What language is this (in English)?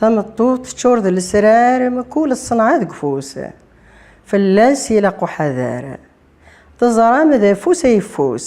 Kabyle